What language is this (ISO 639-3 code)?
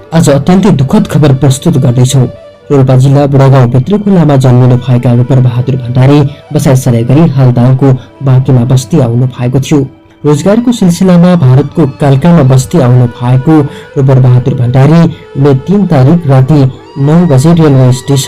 nep